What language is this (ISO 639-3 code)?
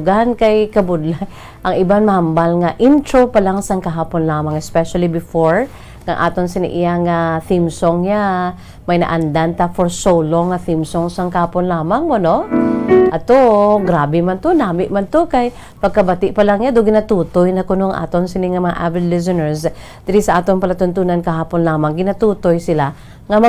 hil